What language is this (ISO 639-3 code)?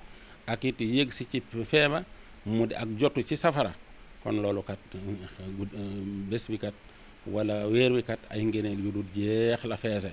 wol